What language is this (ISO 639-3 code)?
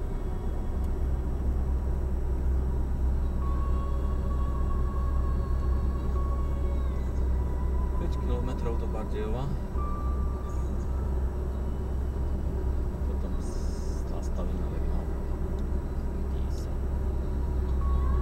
slk